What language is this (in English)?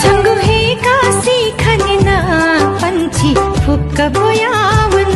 Newari